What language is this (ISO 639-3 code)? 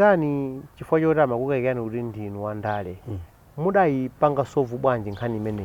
nya